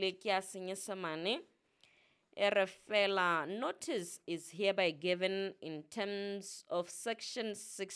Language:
Southern Sotho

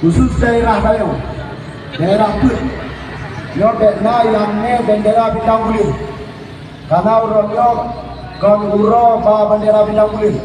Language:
Achinese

